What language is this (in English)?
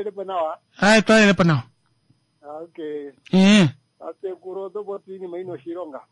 Kuanyama